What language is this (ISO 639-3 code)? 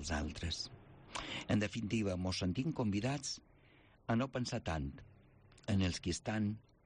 cat